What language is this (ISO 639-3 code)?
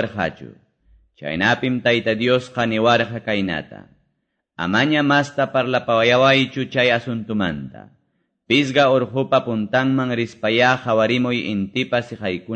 que